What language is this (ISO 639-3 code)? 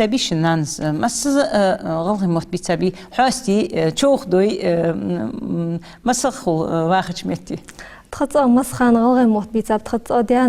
inh